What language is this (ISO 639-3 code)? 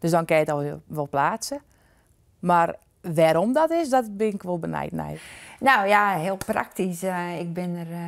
fry